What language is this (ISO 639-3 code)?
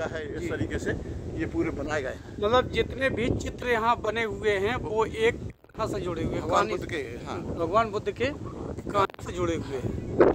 hin